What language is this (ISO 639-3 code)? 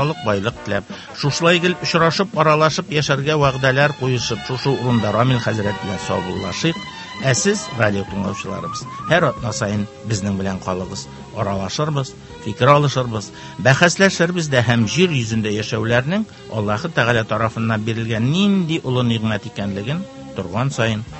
tat